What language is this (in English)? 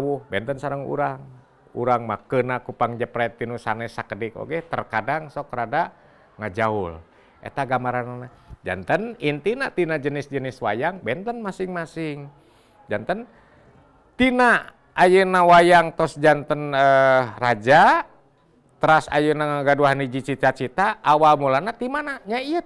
Sundanese